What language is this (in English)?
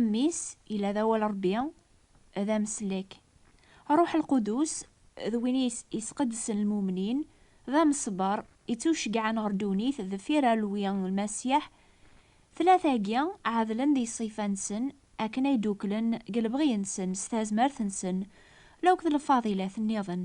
Kabyle